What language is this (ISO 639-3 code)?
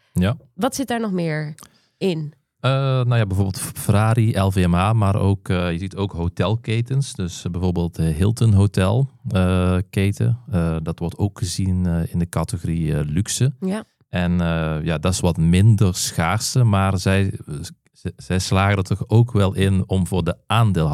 nld